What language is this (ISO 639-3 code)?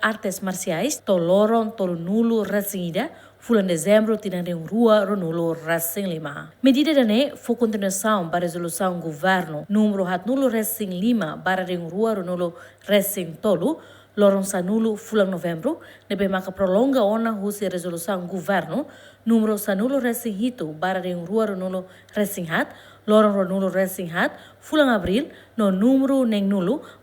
tet